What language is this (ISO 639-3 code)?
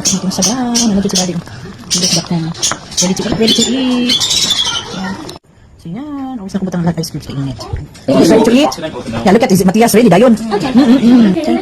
ceb